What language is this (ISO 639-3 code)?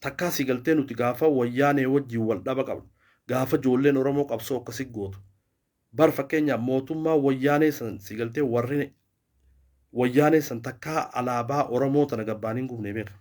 orm